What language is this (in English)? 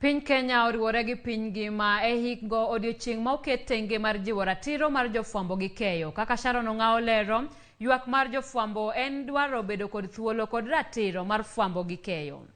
Luo (Kenya and Tanzania)